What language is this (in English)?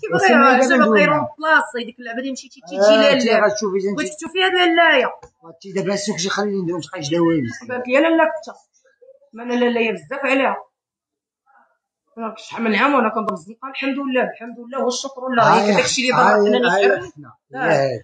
Moroccan Arabic